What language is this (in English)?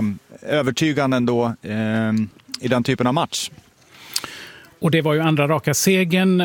Swedish